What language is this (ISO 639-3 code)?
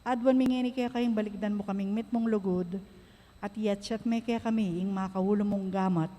pam